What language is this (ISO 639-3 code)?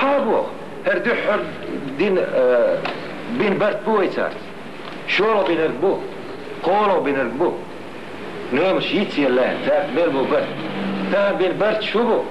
che